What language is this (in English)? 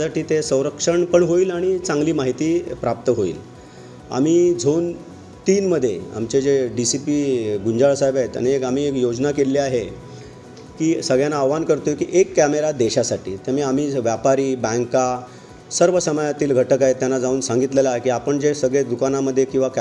Marathi